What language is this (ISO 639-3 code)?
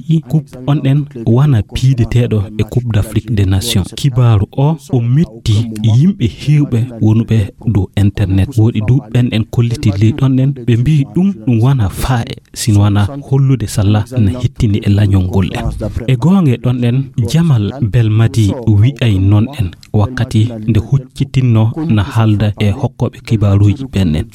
ful